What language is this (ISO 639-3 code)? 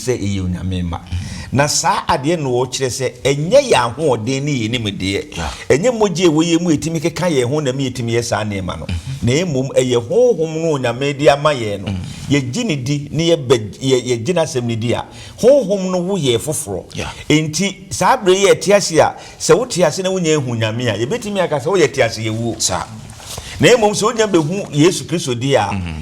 aka